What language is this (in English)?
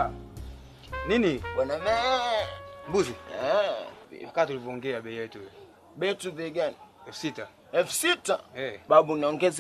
Swahili